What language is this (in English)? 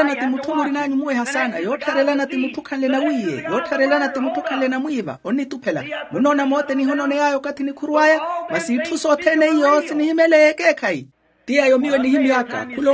Makhuwa